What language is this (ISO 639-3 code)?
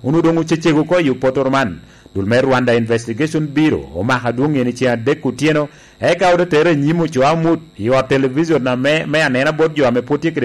laj